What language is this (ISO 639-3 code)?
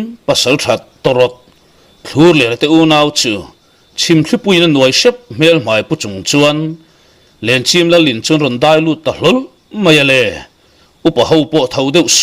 lus